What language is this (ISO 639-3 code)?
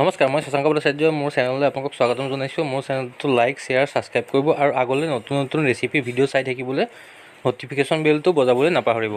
asm